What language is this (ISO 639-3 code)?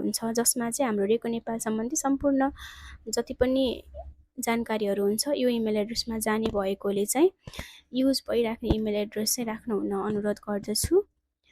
nep